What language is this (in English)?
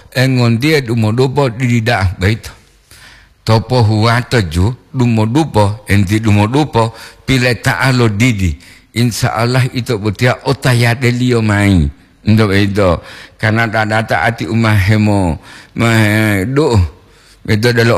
Gorontalo